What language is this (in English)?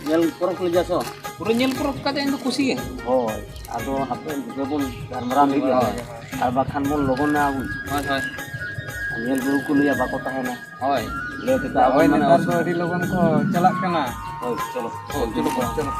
Santali